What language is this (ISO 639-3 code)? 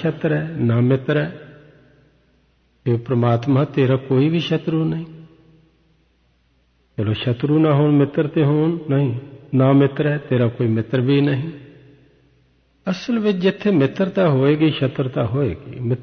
pan